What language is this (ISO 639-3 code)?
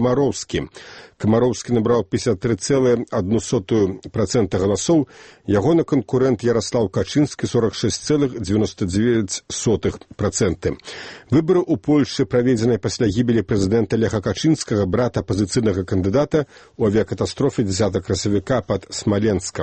bel